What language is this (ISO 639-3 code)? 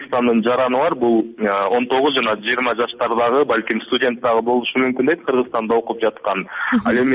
kir